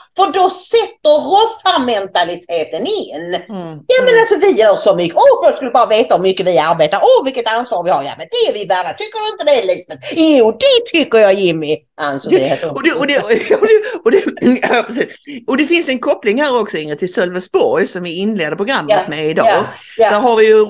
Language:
Swedish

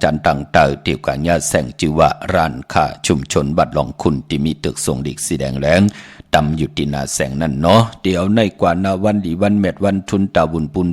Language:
Shan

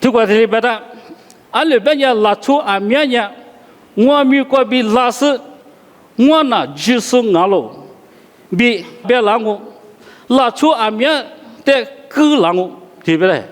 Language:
Lisu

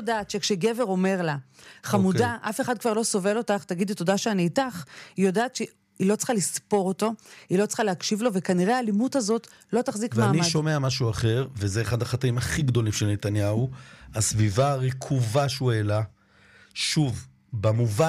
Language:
Hebrew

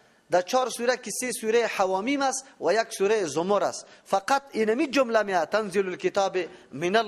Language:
Persian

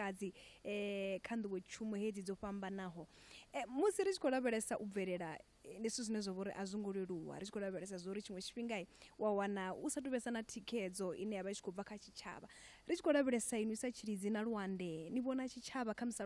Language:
Venda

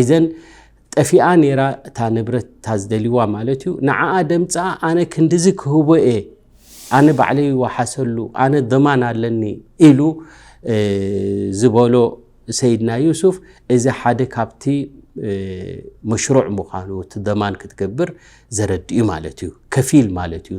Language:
Tigrinya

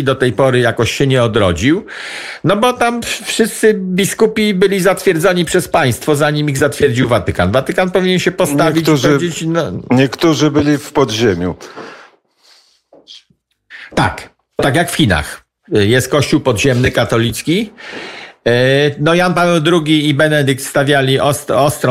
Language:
Polish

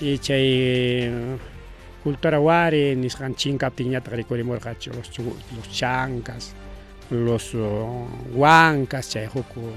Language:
Ayacucho Quechua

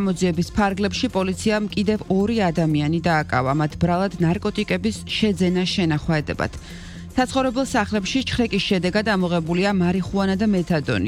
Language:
Georgian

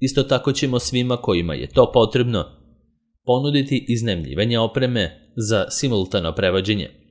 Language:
Serbian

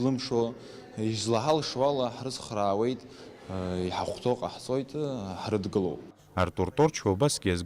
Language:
Abkhazian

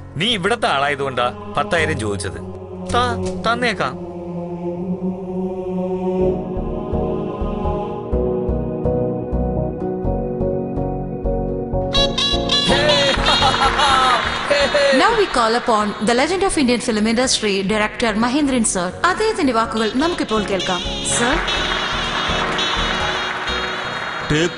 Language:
Malayalam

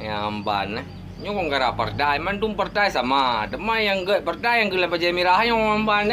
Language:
Achinese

